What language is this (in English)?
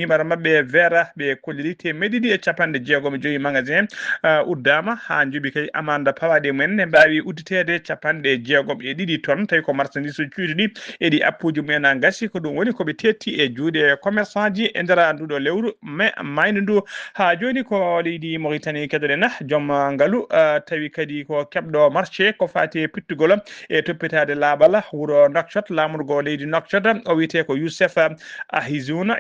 Fula